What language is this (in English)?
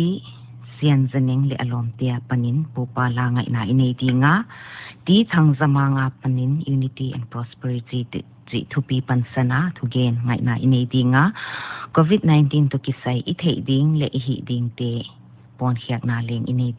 Paite Chin